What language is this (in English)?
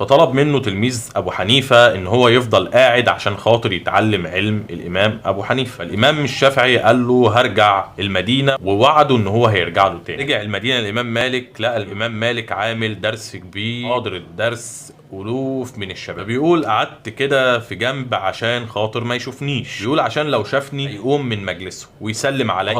Egyptian Arabic